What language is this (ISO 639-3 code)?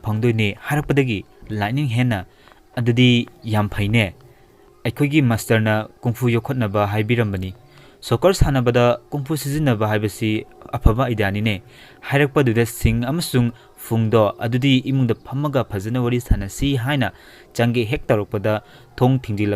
mni